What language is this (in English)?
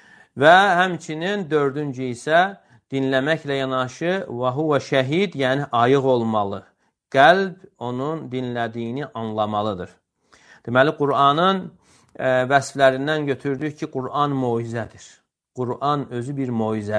Azerbaijani